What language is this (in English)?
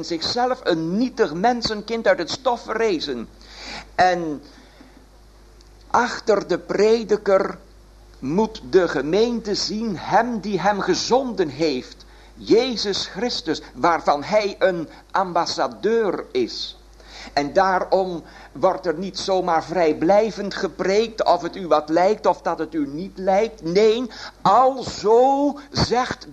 Dutch